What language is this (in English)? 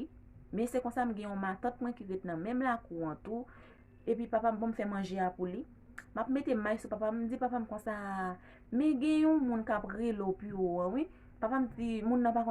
Haitian Creole